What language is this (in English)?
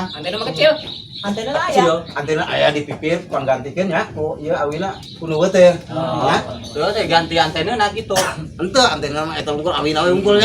Sundanese